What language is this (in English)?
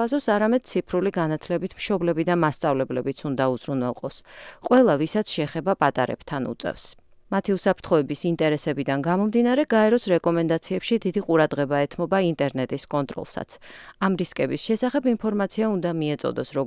Georgian